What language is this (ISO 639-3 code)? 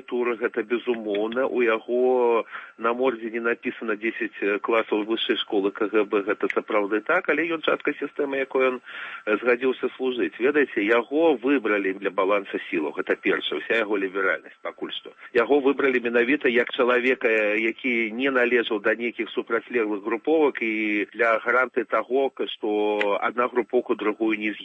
bel